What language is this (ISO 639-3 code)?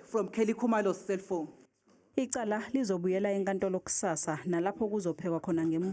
zul